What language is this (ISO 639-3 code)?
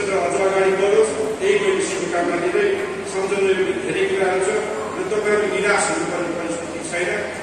nep